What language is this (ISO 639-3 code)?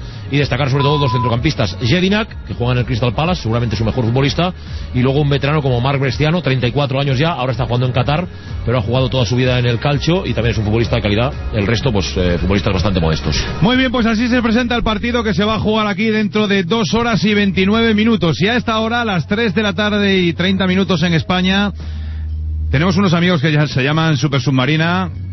spa